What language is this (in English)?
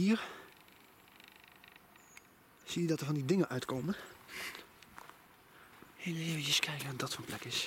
Dutch